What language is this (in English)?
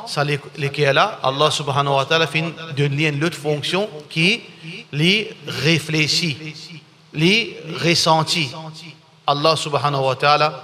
Morisyen